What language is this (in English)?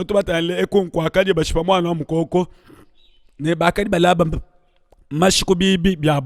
Luba-Lulua